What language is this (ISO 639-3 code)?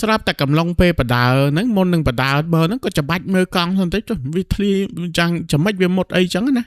khm